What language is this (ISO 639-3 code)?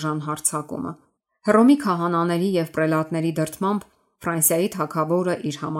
hye